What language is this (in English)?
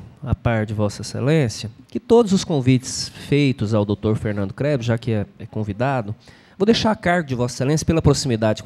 Portuguese